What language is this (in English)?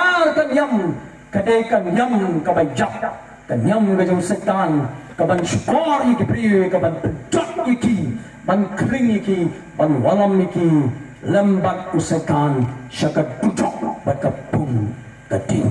Khasi